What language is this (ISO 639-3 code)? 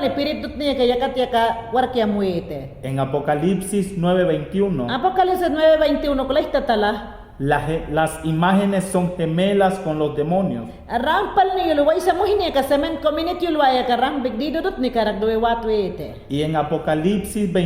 yan